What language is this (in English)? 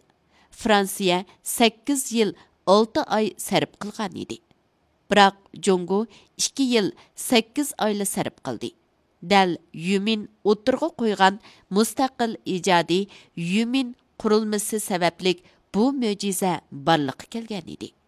Uyghur